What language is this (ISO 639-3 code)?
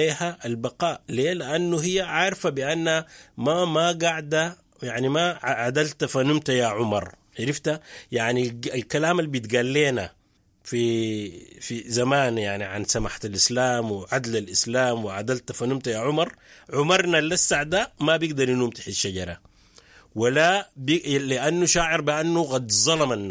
apd